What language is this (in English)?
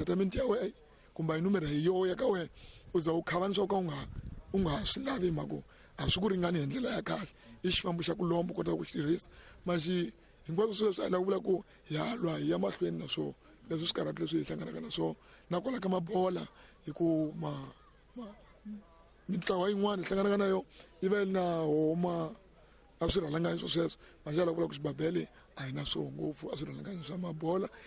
Tsonga